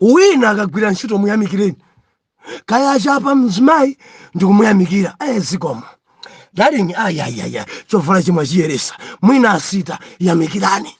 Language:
Nyanja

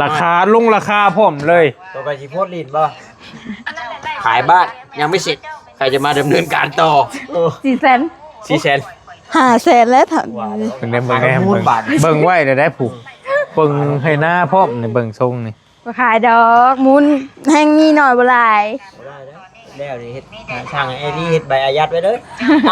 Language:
Northeastern Thai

